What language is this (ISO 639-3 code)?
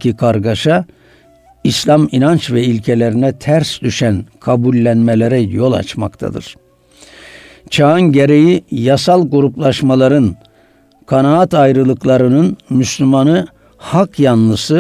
tur